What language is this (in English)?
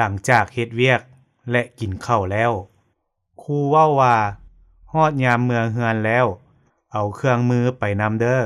Lao